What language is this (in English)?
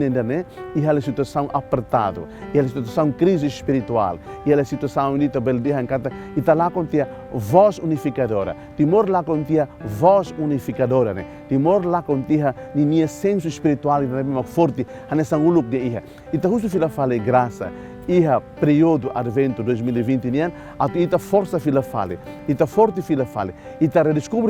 Tetum